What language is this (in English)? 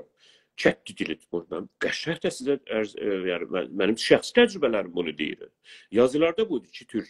South Azerbaijani